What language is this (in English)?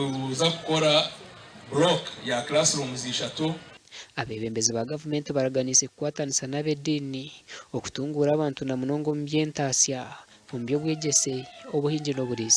Nyankole